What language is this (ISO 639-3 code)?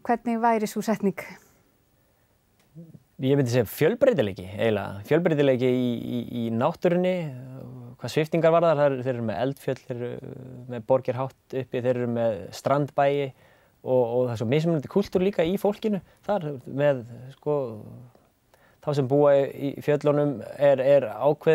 isl